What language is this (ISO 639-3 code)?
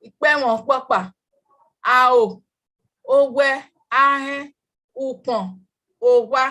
bin